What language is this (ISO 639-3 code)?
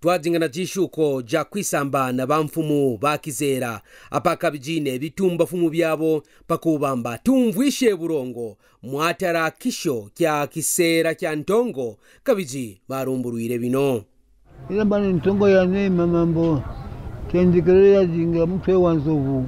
kqn